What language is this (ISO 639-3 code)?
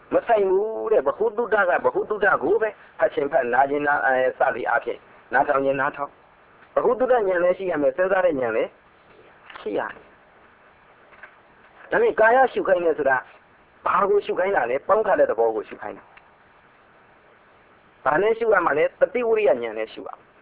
mya